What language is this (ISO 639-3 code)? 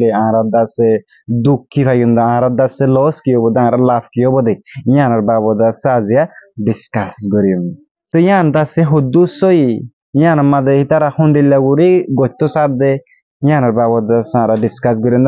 rhg